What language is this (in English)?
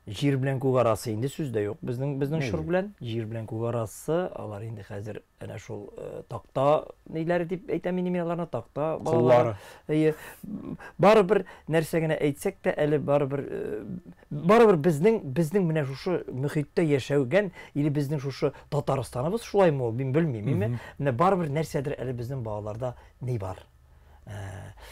Tatar